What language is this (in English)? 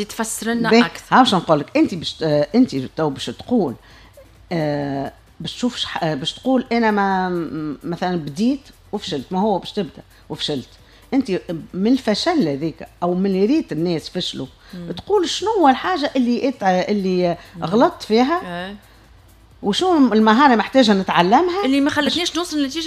Tunisian Arabic